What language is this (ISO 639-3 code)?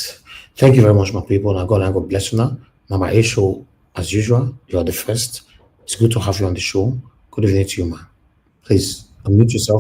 pcm